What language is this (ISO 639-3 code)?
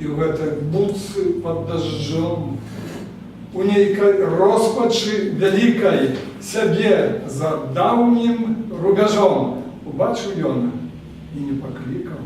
bel